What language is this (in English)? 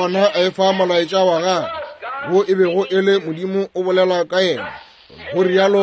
Northern Sotho